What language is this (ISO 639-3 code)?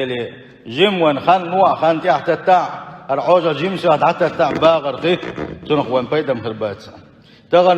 che